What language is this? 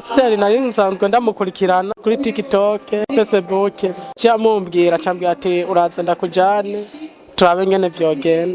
Rundi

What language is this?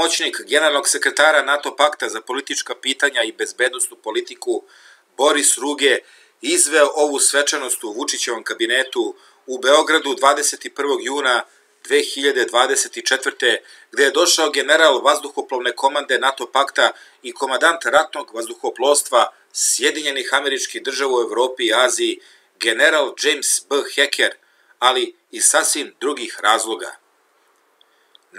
Serbian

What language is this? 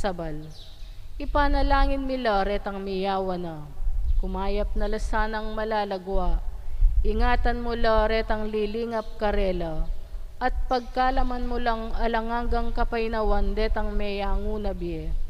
Pampanga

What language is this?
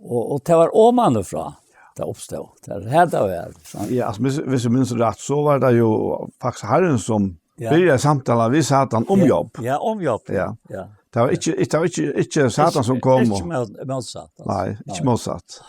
Faroese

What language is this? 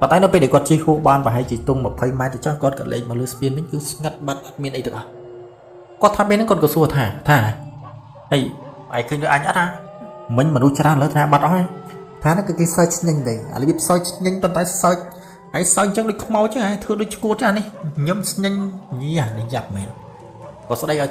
Khmer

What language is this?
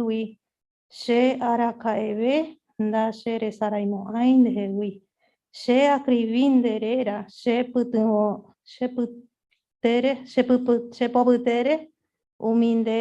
Guarani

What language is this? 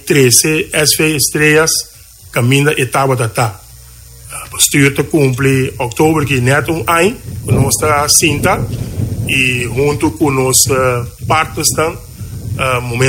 Papiamento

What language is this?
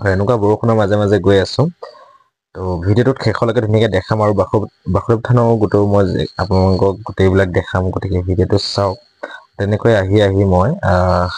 Assamese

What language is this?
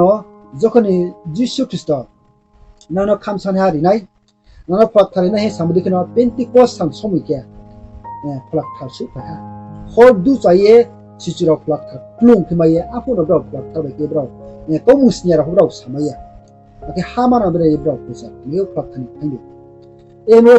Riang (India)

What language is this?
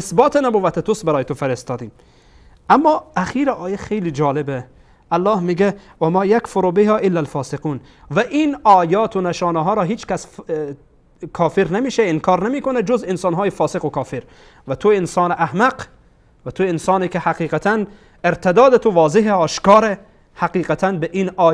Persian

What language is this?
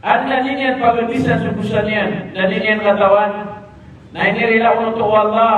Maranao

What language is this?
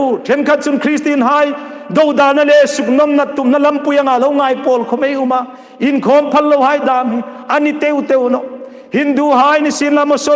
Hmar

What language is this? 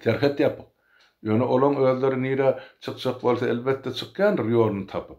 Turkmen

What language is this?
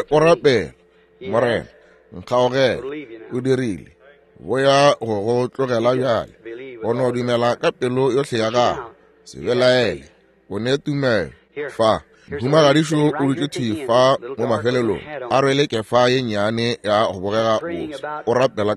Northern Sotho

